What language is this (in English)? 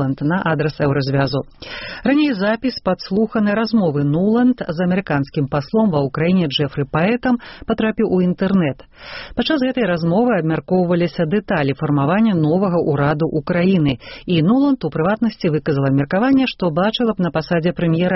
Belarusian